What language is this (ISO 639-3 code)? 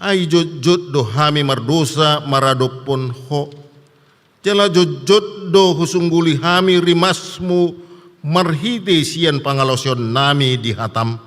bbc